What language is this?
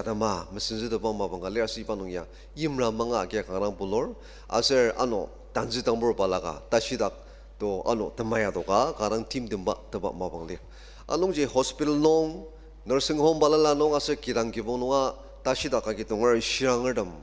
Ao Naga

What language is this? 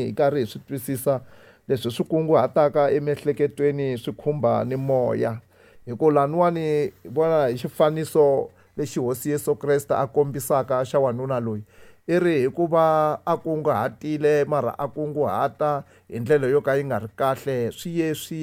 Tsonga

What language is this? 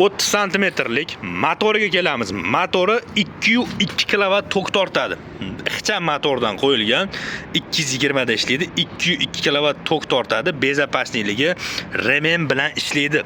Uzbek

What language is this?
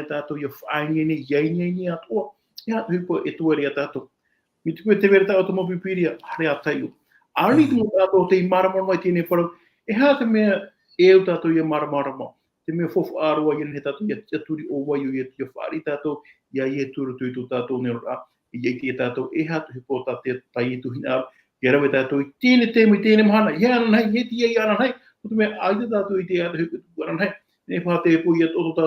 Tahitian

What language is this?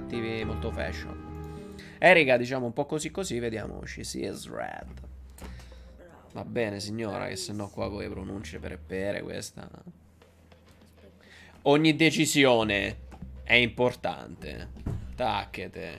Italian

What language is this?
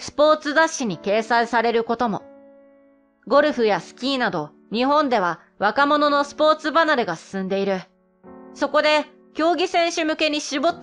Japanese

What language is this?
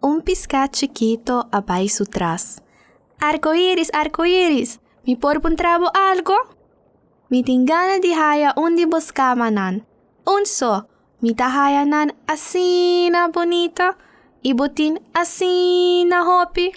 Papiamento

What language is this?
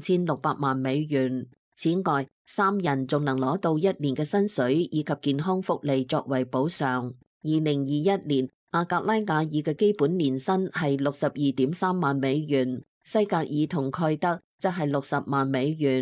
Cantonese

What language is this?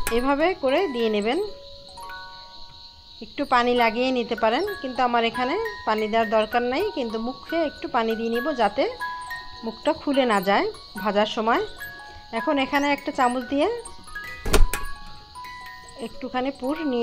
Bangla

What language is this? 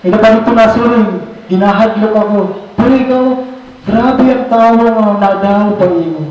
Waray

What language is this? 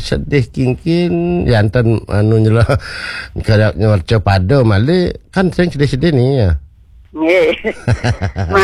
Balinese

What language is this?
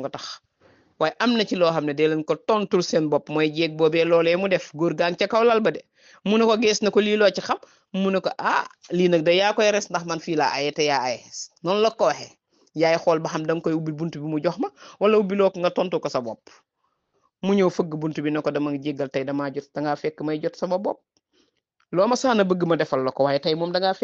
Wolof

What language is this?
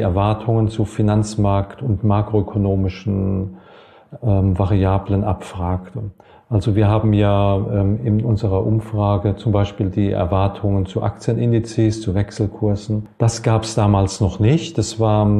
German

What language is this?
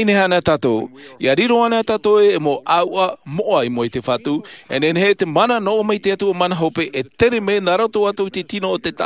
Tahitian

